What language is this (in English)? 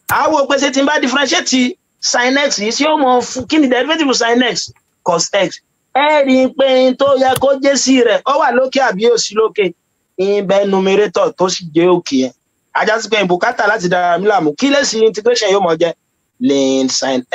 Yoruba